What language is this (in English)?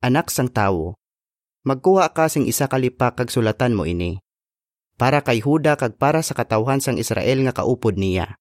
Hiligaynon